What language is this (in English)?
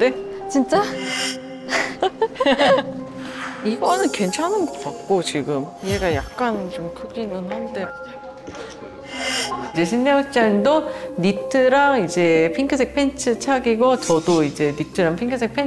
Korean